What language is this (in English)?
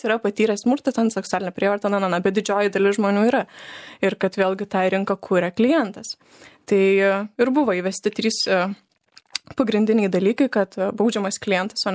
Lithuanian